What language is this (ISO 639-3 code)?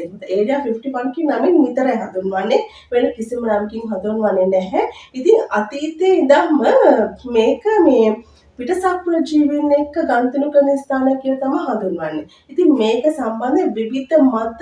sin